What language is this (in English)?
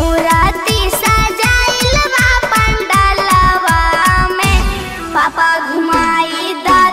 Bhojpuri